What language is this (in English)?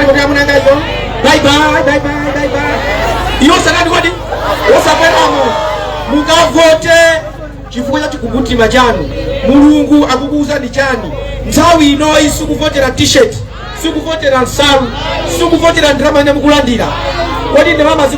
Nyanja